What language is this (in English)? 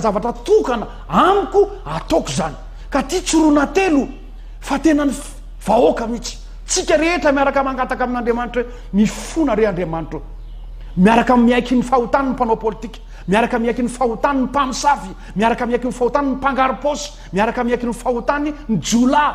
Malagasy